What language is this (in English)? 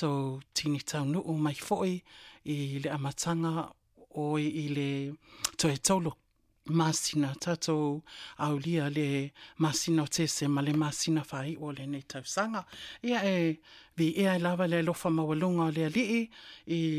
Samoan